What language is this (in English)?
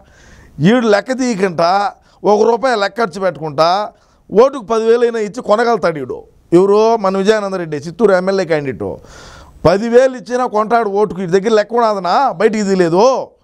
Telugu